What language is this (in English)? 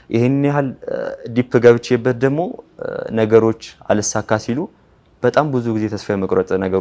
Amharic